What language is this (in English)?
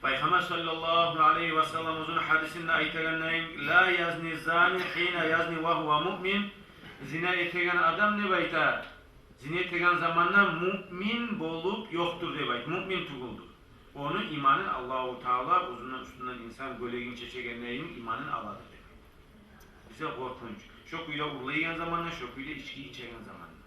Kumyk